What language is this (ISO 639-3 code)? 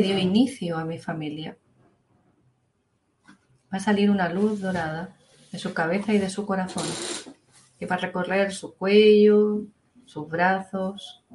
spa